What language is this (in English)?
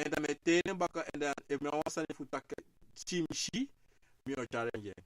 Sranan Tongo